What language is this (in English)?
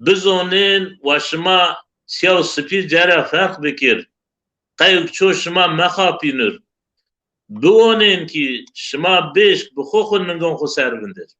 Zaza